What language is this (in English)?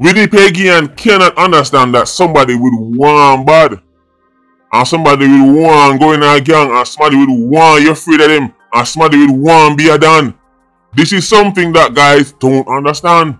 Jamaican Creole English